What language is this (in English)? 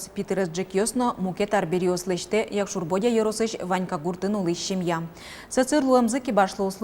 Udmurt